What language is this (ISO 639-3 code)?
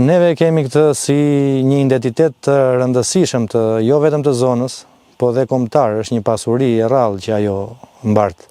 sqi